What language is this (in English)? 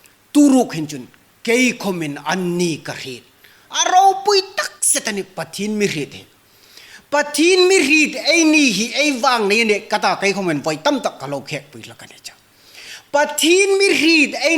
Hmar